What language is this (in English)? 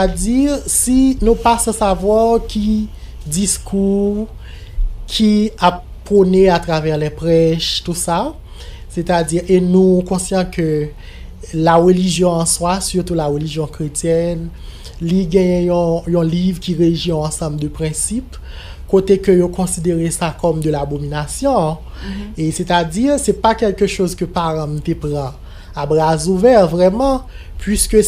Haitian Creole